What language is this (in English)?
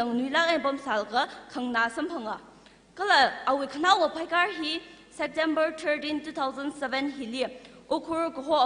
Tangkhul Naga (India)